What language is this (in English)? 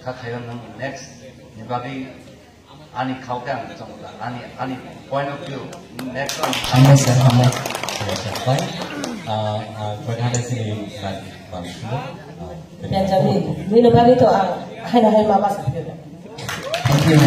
Kok Borok